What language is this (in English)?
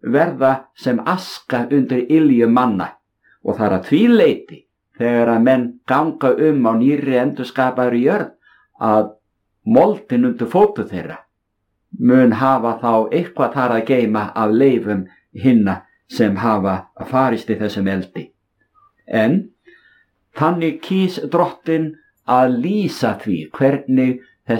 Icelandic